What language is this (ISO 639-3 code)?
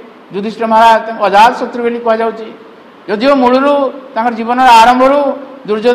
ori